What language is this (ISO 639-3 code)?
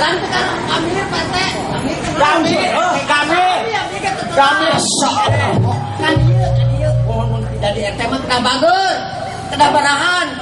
sun